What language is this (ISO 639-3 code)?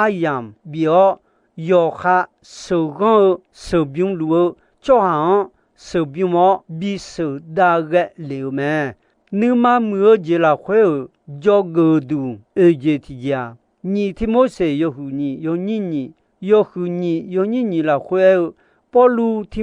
ahk